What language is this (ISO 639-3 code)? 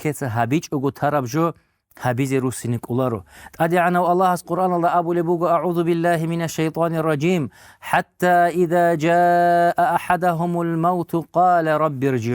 ava